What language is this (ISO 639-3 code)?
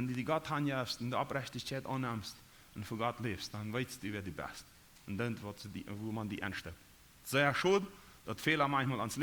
pdt